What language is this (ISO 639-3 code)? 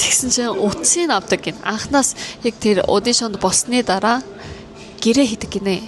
mon